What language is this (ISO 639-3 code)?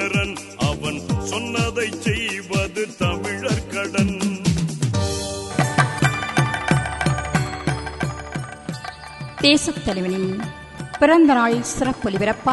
tam